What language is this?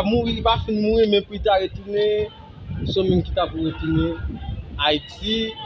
Haitian Creole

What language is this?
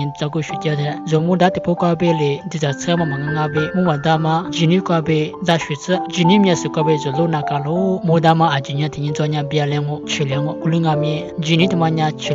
Lisu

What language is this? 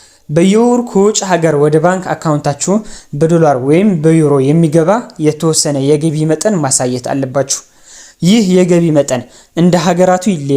Amharic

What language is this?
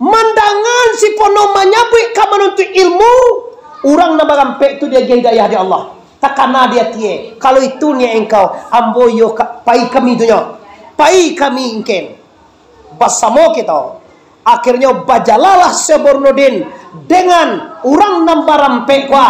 Minangkabau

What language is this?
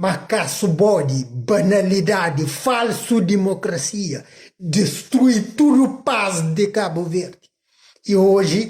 Kabuverdianu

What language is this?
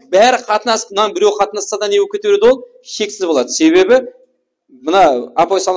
Kara-Kalpak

